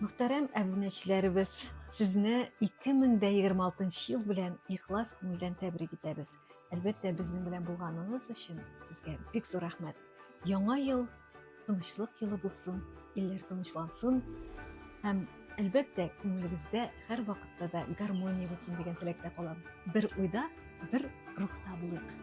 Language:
Tatar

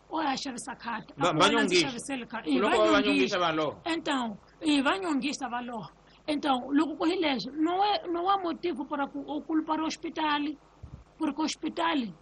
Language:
Tsonga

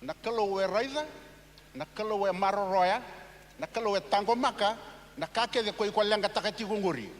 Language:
Fijian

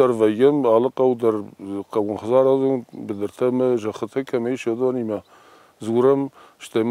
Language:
Ossetic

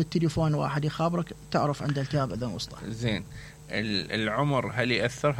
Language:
Mesopotamian Arabic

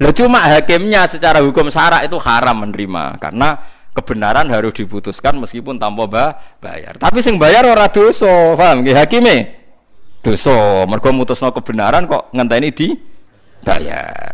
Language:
Javanese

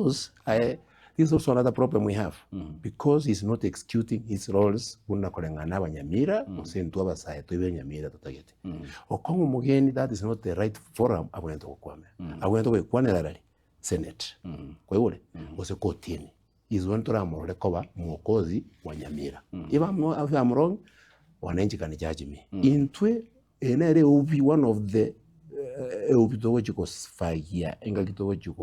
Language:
Gusii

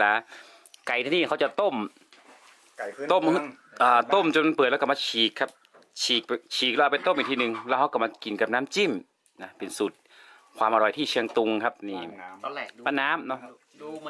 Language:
Thai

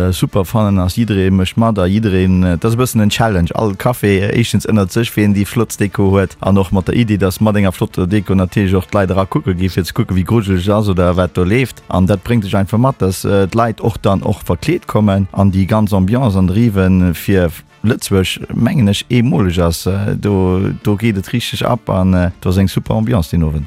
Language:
Luxembourgish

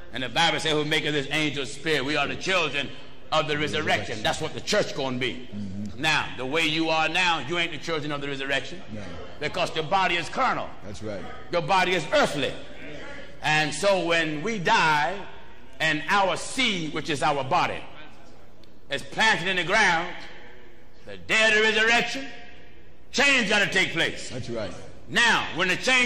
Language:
English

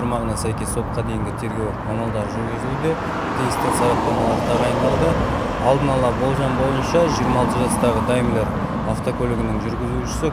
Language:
Kazakh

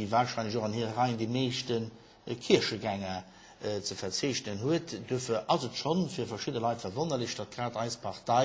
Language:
Luxembourgish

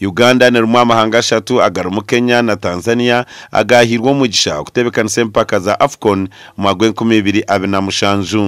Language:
Nyankole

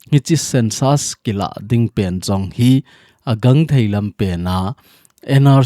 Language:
Thado Chin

